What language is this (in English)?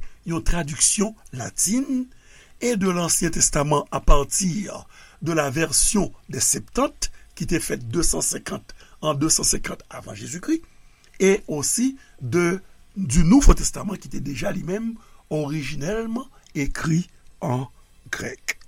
Haitian Creole